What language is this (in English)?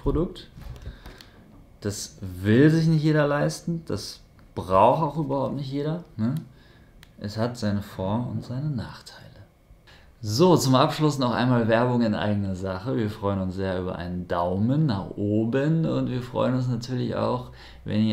German